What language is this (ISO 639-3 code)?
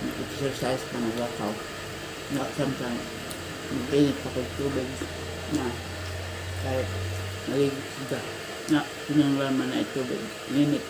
ceb